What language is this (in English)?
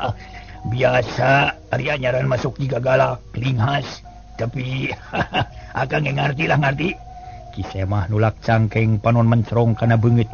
Sundanese